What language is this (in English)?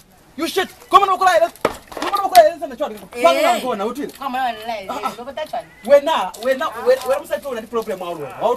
Lozi